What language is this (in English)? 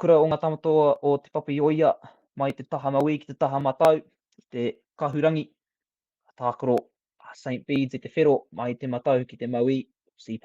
Māori